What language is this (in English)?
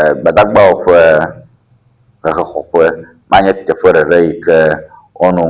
Ewe